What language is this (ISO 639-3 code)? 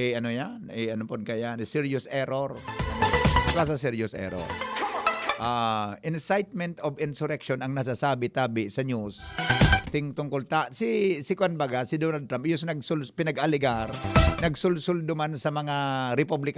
bik